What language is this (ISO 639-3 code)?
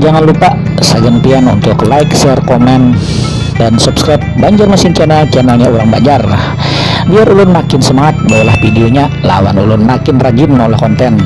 bjn